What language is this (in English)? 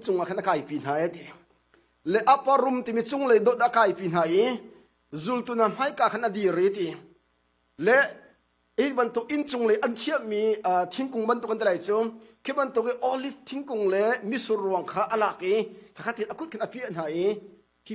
Hakha Chin